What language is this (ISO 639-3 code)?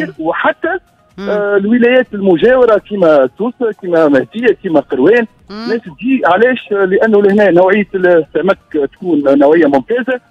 aeb